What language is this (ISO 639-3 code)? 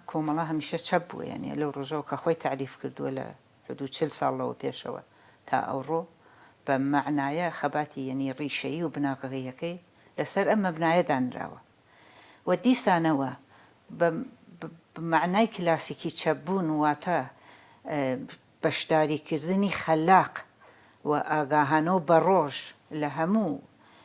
ckb